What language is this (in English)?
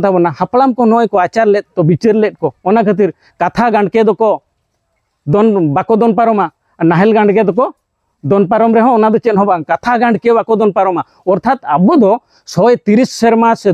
Santali